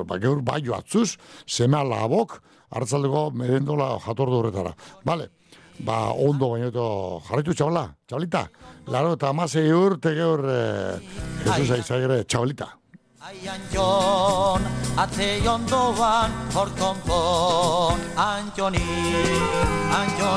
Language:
Basque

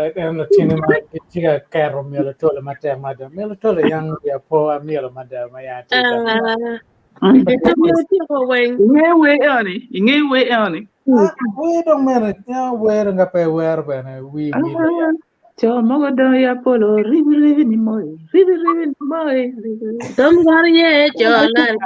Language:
Acoli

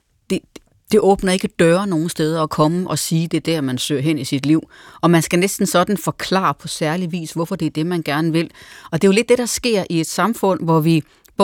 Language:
Danish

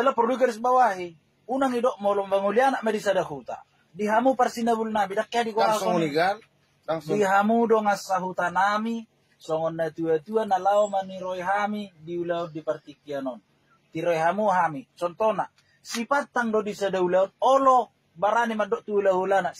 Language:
Batak Toba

